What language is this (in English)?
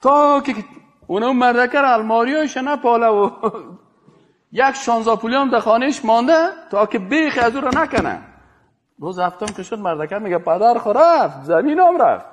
Persian